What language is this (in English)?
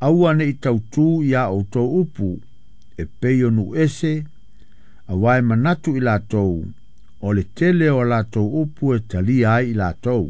Samoan